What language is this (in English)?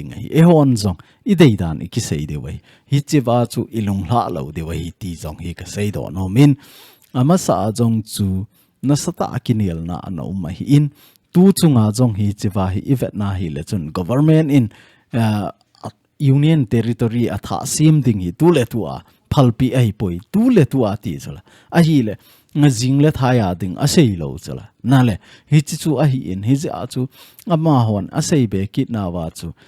Thado Chin